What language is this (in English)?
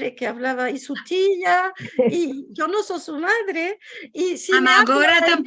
Ladino